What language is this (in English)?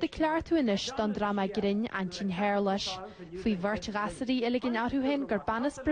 Irish